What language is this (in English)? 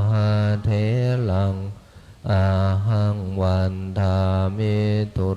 Pali